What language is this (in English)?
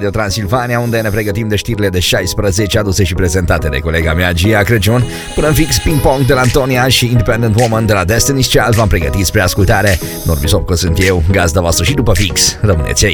Romanian